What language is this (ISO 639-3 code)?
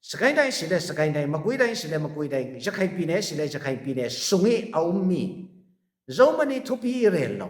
cfm